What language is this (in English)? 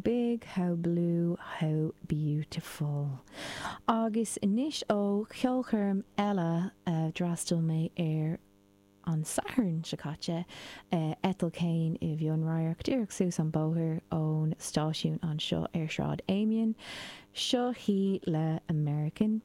Irish